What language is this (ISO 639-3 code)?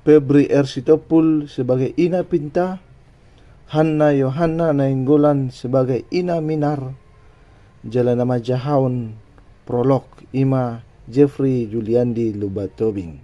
bbc